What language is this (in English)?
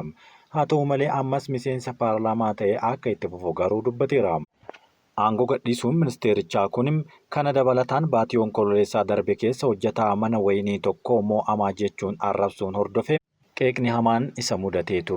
Oromo